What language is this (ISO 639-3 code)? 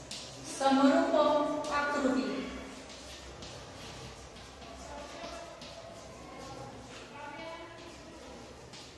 guj